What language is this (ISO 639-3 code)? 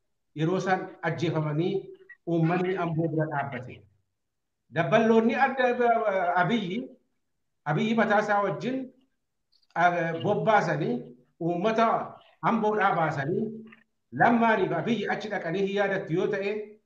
orm